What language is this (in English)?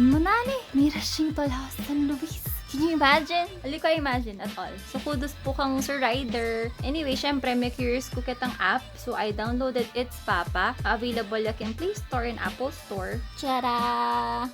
Pampanga